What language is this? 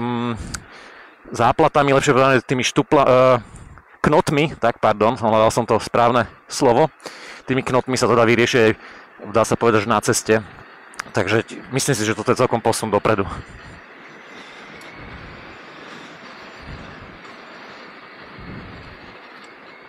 Slovak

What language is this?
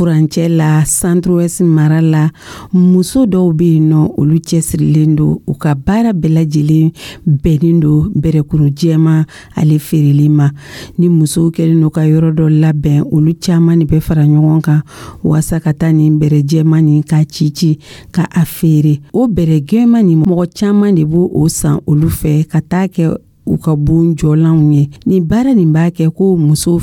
Dyula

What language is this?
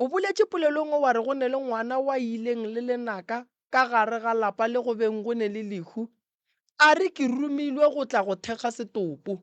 Northern Sotho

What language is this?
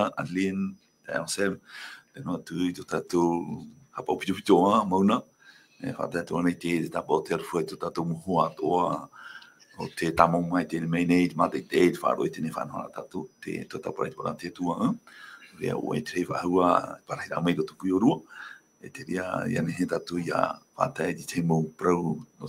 Tahitian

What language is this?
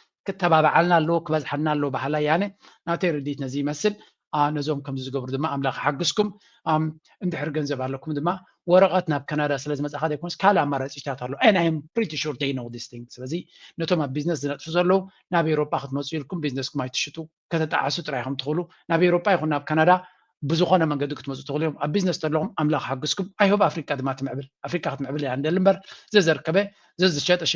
Tigrinya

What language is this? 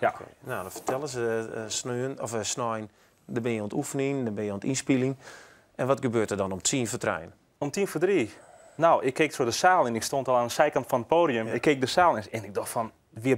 Western Frisian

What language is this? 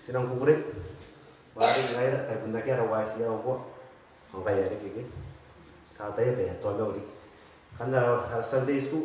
Gilbertese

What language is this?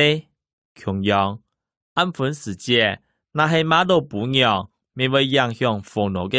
Hakka Chinese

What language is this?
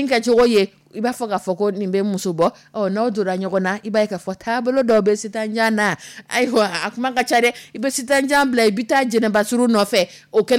Dyula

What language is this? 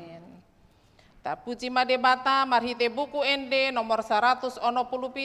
Batak Toba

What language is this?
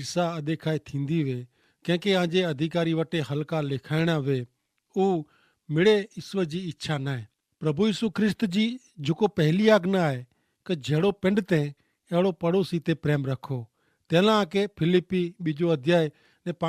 Kachhi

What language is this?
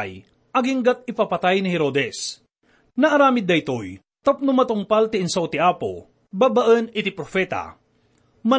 Iloko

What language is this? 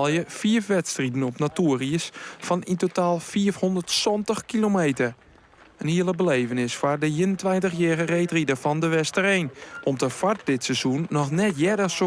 Western Frisian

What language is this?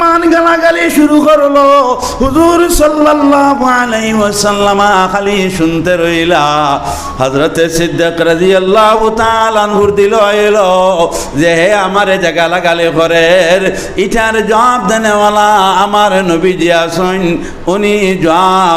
Sylheti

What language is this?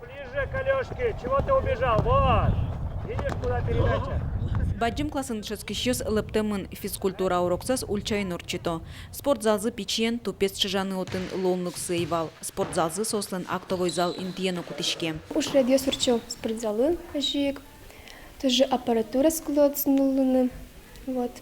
Udmurt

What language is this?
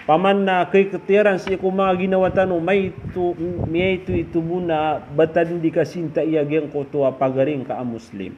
Maranao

